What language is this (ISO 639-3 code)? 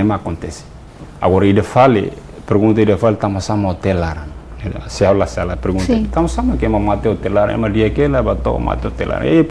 tet